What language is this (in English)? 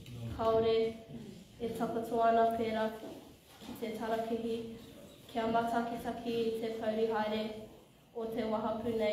Māori